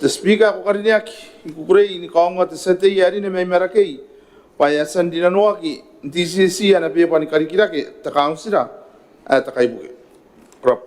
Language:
Gilbertese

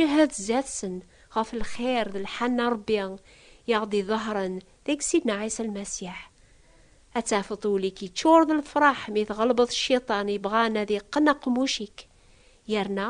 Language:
Kabyle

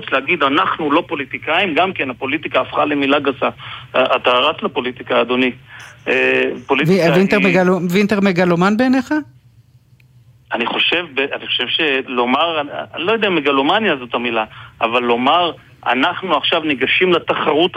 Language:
Hebrew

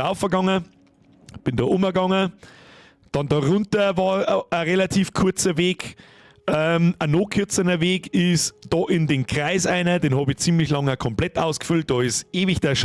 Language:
Bavarian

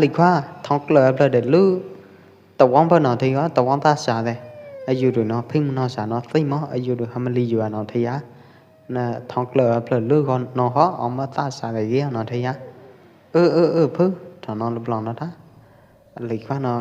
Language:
Pwo Eastern Karen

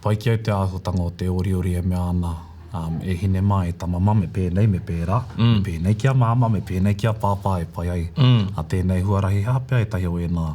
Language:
Māori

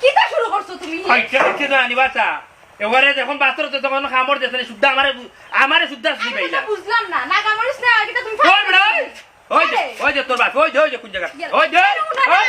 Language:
Sylheti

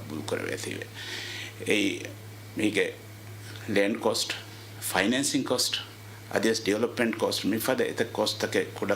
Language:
Divehi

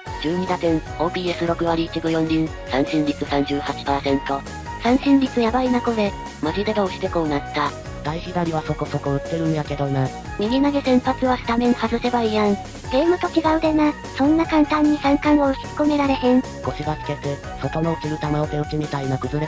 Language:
Japanese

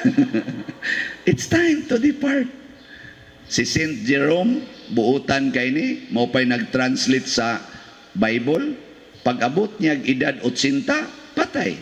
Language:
Cebuano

